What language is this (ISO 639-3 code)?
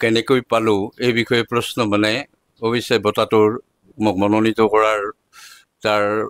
asm